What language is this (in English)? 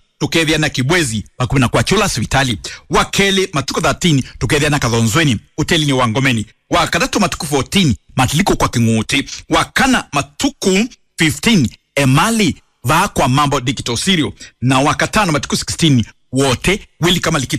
Kamba